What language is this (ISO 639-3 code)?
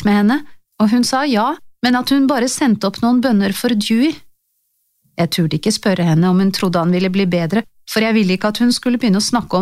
nor